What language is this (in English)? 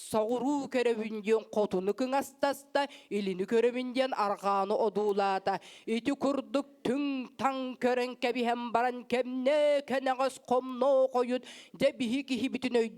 Yakut